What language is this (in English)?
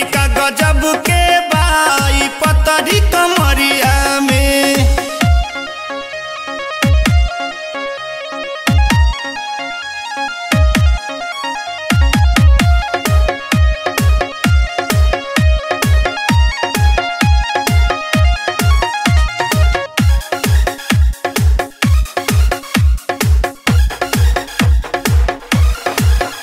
Bhojpuri